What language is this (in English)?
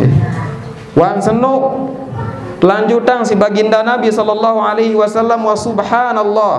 Sasak